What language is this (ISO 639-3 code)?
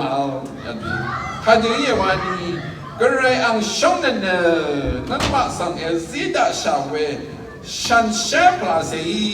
raw